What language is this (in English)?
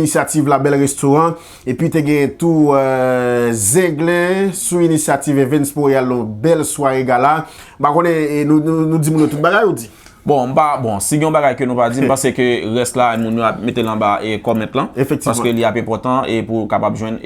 Haitian Creole